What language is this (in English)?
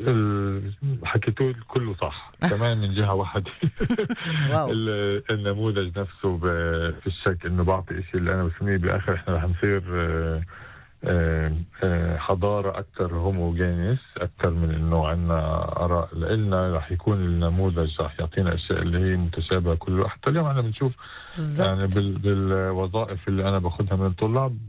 North Levantine Arabic